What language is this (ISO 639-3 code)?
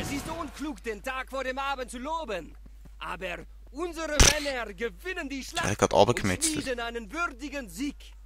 gsw